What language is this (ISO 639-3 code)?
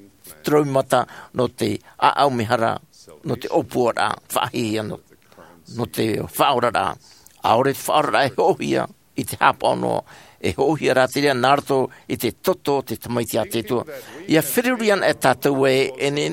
tah